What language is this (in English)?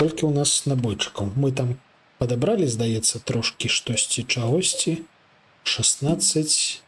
Belarusian